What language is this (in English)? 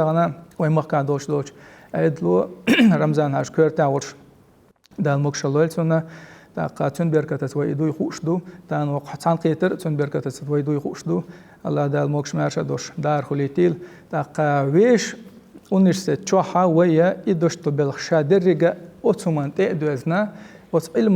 Chechen